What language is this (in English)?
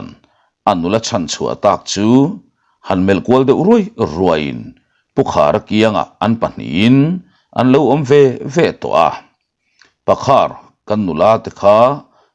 Mizo